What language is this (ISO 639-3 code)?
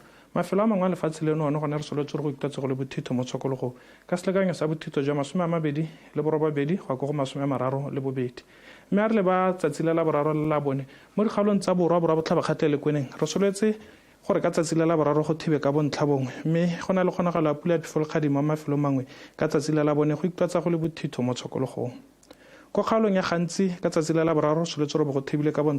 tsn